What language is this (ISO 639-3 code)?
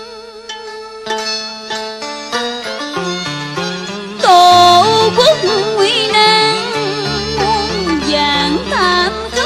vie